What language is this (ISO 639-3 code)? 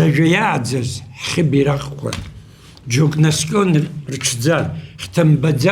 abk